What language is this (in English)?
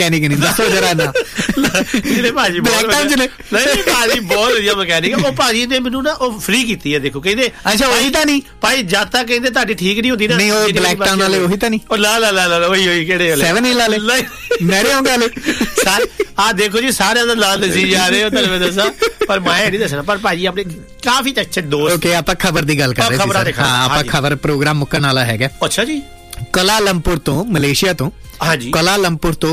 Punjabi